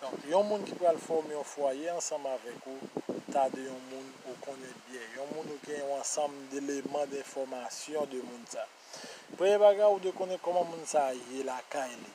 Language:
Haitian Creole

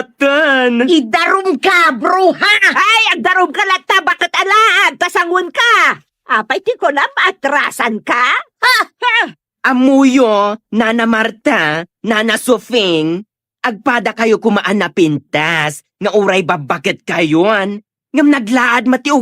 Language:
Iloko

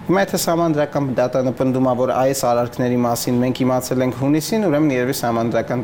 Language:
Armenian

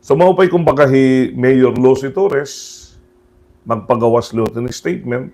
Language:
Waray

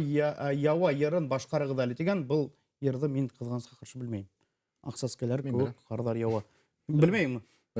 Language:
Bashkir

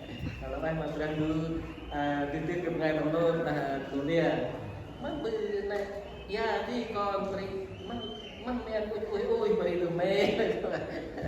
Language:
Central Mnong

